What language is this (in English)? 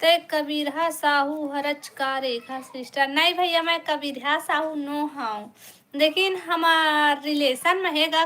Chhattisgarhi